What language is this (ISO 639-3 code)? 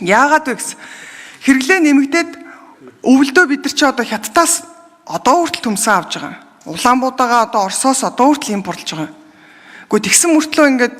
mon